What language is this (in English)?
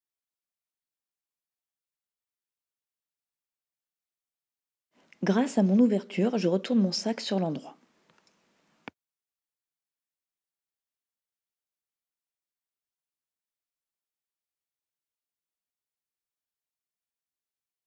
French